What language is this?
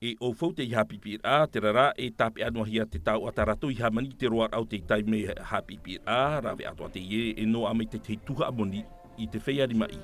Tahitian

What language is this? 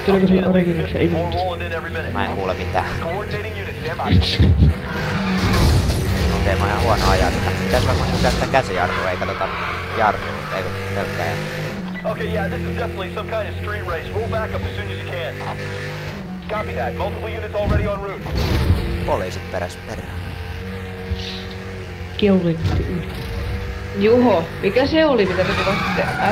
Finnish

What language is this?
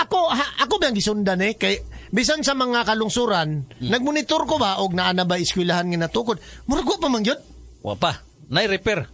Cebuano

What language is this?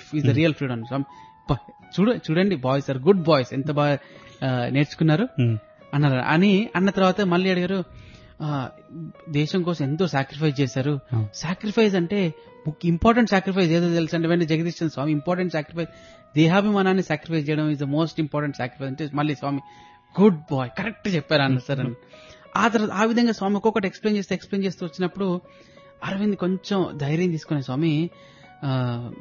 Telugu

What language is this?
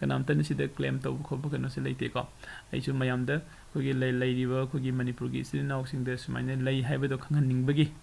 Manipuri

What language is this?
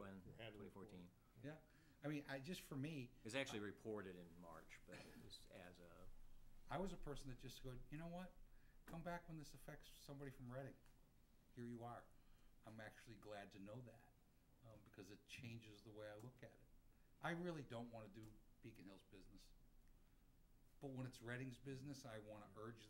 English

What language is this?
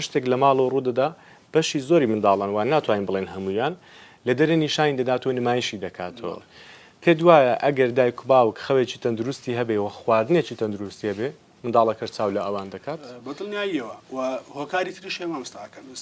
Central Kurdish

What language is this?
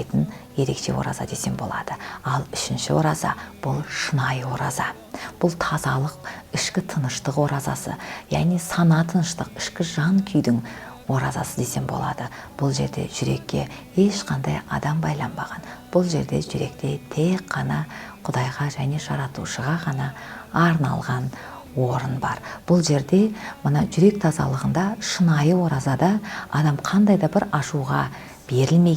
Kazakh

